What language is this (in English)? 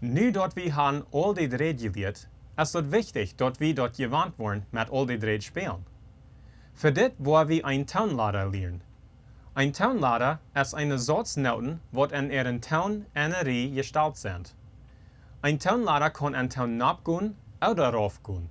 Plautdietsch